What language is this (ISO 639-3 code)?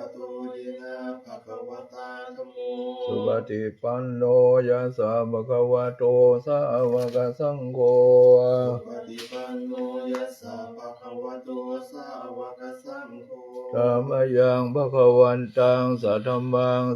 pli